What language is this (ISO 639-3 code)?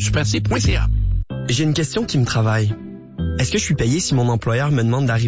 fra